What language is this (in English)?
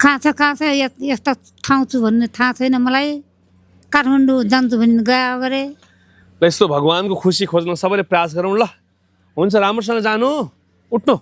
Nepali